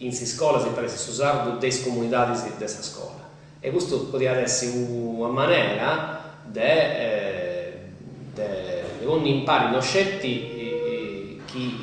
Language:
Sardinian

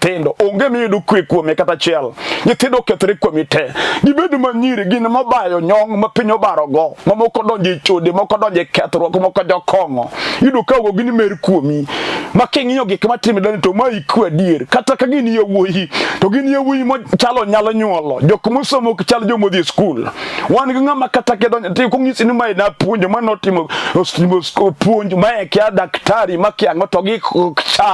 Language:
Luo (Kenya and Tanzania)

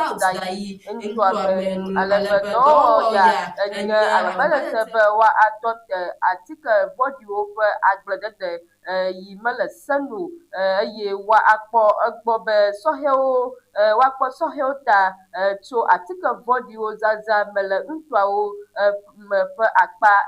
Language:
Ewe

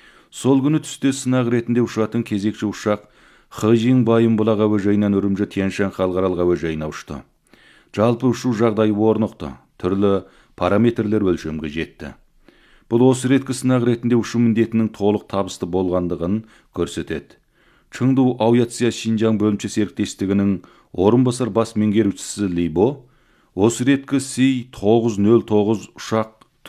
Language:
Kazakh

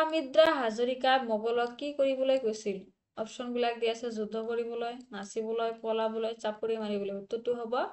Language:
Assamese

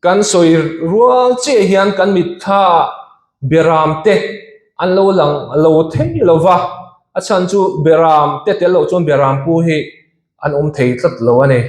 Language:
Mizo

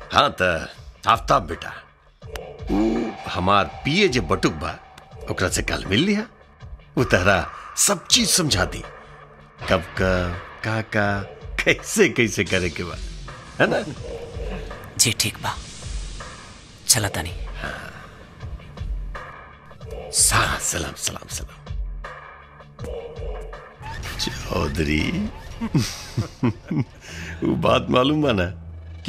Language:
Bhojpuri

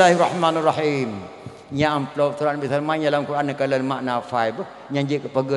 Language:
Achinese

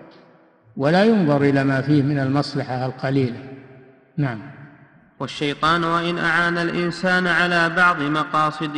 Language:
Arabic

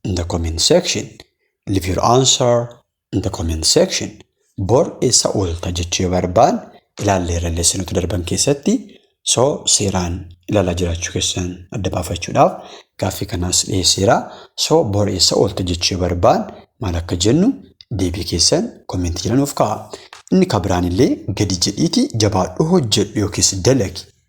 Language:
Oromo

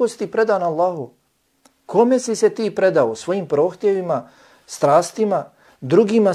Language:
Bosnian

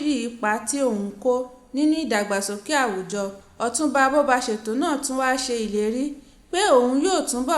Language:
Yoruba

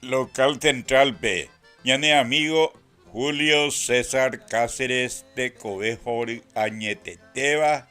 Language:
Guarani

